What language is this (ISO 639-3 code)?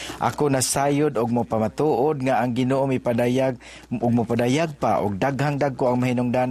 ceb